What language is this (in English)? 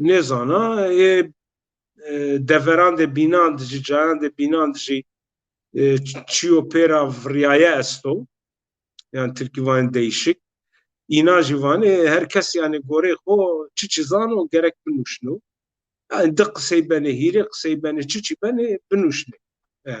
Zaza